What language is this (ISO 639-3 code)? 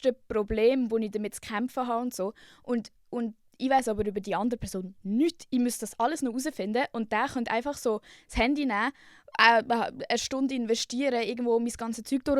gsw